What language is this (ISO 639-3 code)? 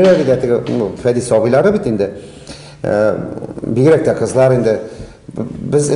tat